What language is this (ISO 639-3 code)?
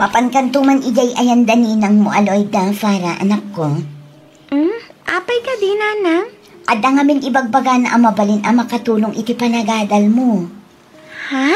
ilo